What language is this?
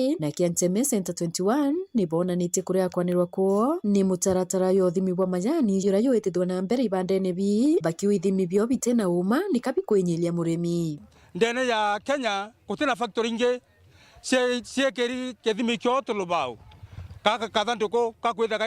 Meru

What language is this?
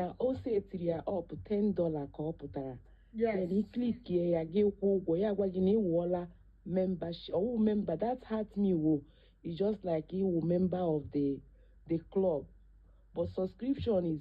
Igbo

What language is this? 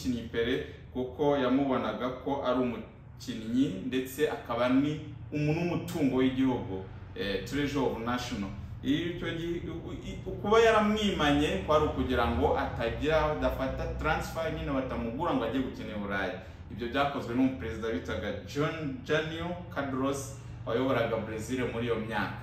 Kinyarwanda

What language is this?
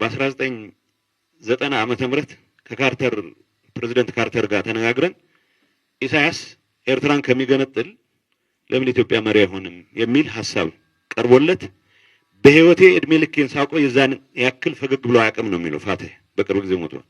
Amharic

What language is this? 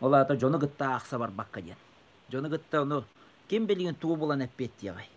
Yakut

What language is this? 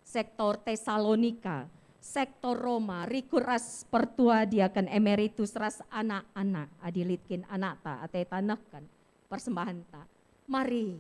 Batak Karo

